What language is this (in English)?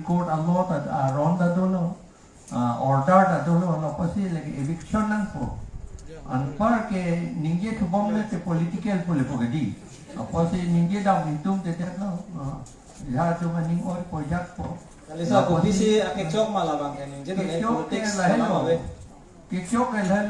Karbi